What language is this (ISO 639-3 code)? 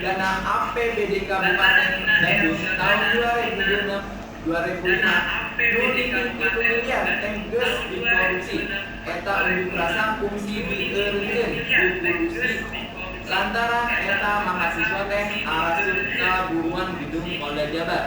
sun